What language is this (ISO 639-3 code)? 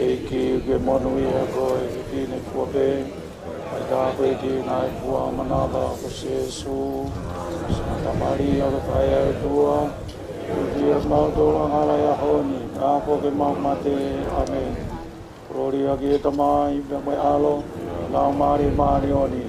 ton